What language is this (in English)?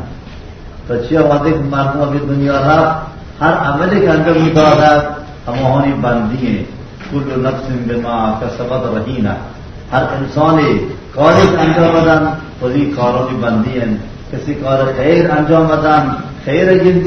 Baluchi